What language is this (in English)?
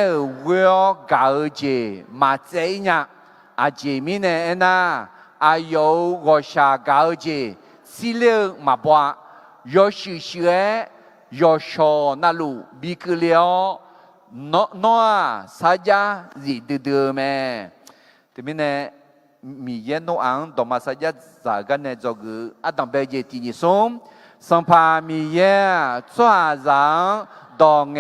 Akha